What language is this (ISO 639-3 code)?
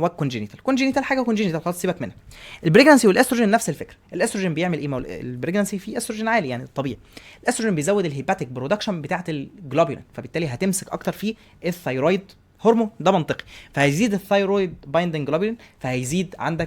arz